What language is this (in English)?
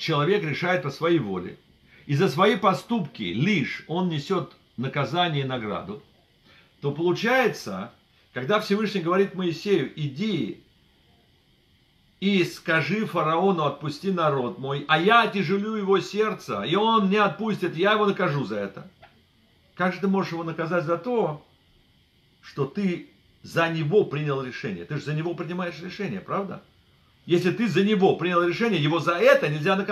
Russian